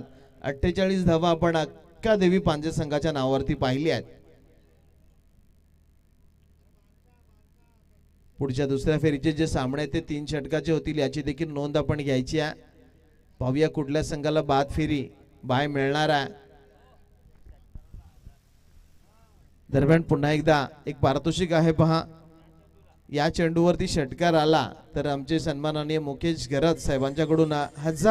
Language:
Marathi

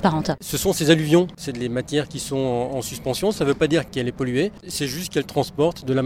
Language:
French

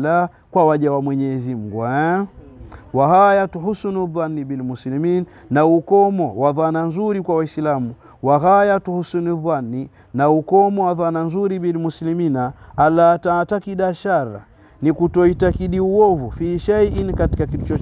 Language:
Swahili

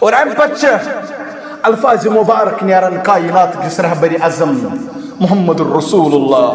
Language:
Kashmiri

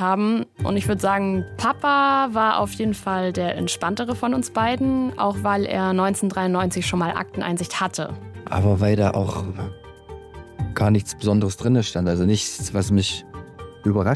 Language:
German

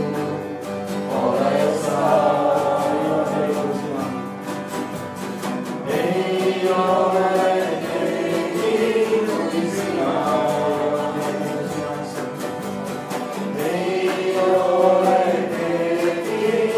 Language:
Estonian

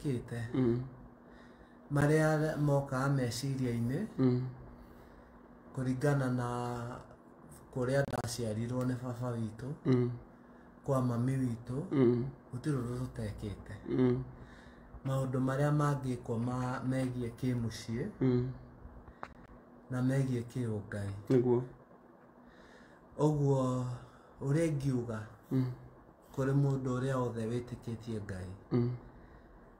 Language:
Kikuyu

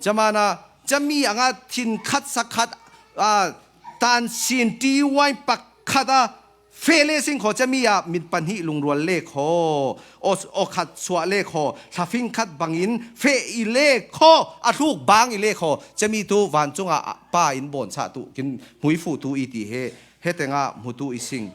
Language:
Falam Chin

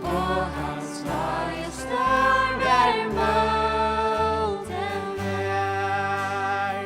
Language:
Faroese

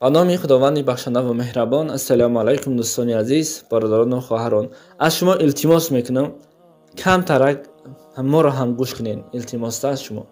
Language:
Tajik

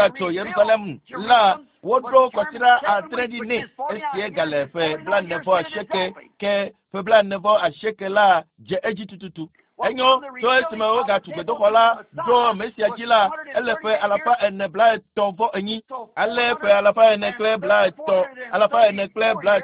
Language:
Ewe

